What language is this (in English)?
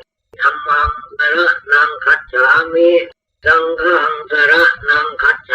Pali